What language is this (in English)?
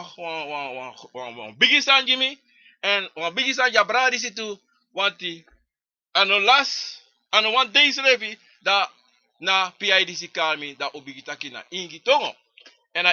Sranan Tongo